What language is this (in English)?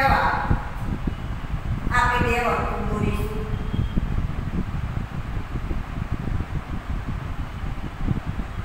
Gujarati